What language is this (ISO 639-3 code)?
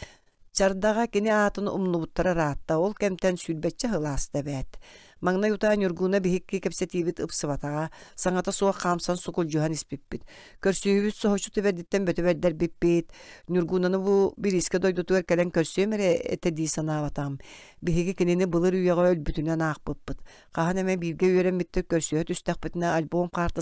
sah